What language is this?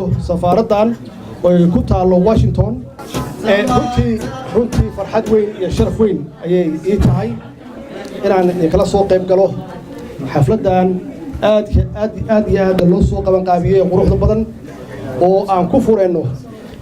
Somali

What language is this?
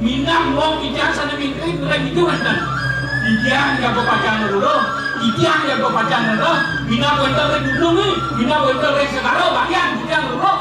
Balinese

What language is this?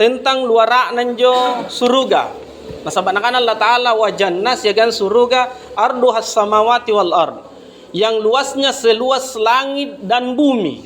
Makasar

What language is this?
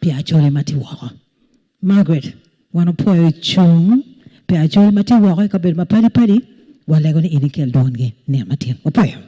Acoli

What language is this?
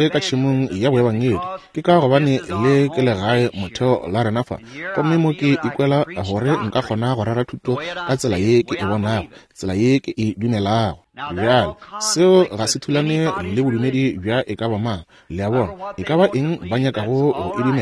Northern Sotho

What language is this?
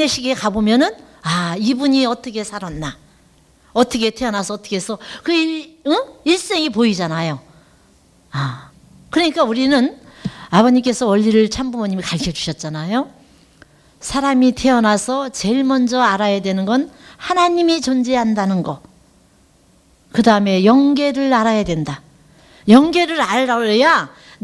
Korean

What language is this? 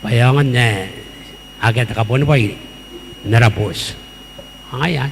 Gilbertese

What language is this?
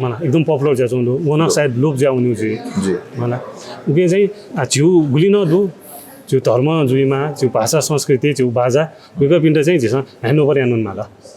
Newari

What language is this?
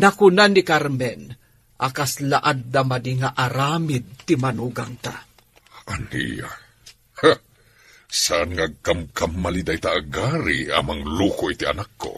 Iloko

